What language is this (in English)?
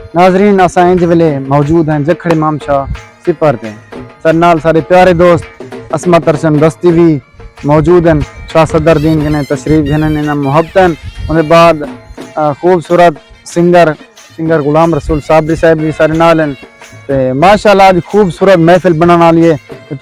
Saraiki